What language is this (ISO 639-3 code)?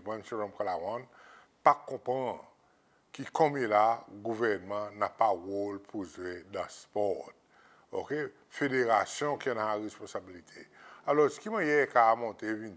crs